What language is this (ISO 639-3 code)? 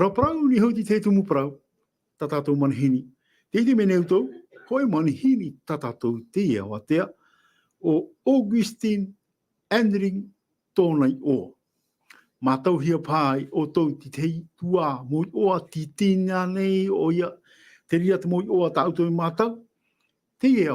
tah